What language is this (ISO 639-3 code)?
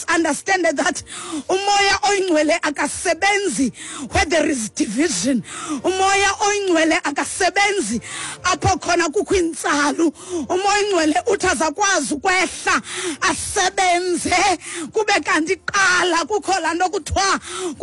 xho